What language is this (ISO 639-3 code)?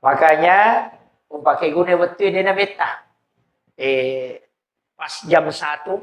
bug